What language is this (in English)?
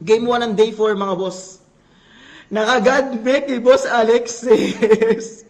Waray